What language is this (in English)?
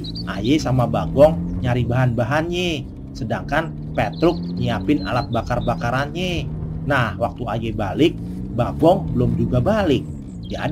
Betawi